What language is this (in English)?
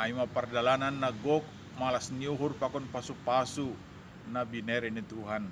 Batak Simalungun